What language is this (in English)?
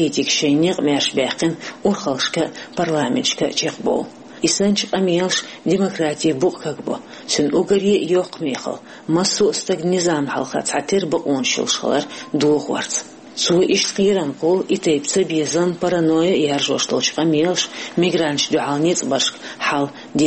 Chechen